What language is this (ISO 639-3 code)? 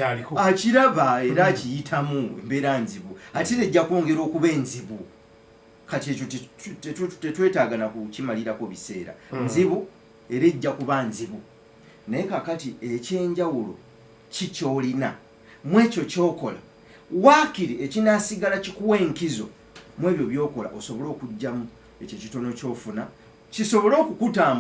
lug